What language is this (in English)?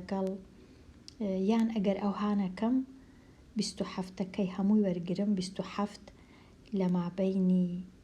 Central Kurdish